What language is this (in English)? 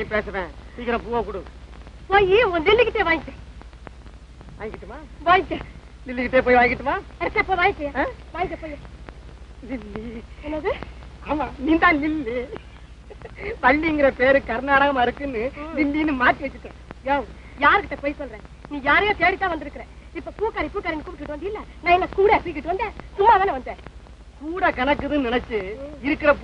Tamil